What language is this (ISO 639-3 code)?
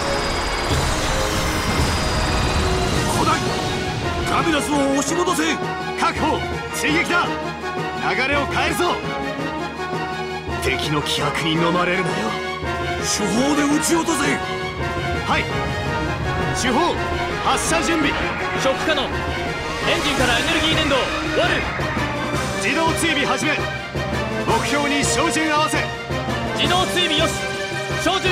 jpn